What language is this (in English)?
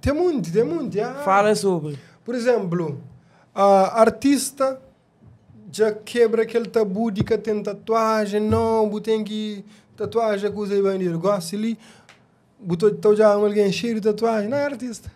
Kabuverdianu